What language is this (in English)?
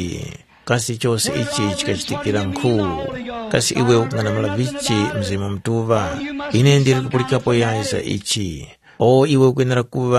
Tumbuka